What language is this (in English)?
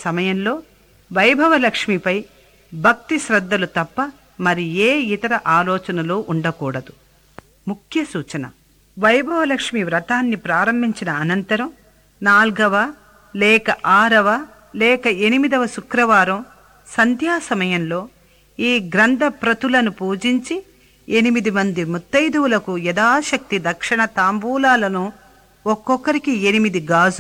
Telugu